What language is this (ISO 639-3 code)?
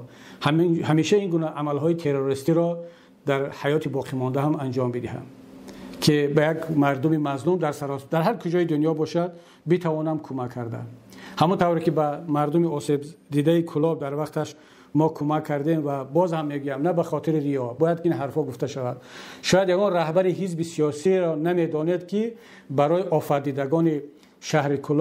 tgk